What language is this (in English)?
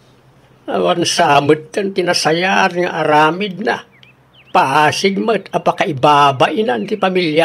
Iloko